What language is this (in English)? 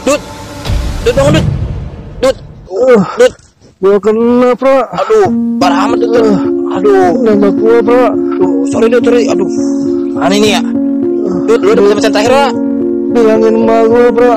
Betawi